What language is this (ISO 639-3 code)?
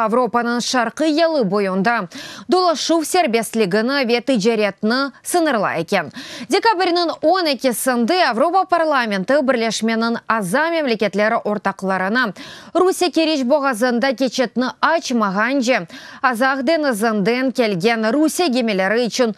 crh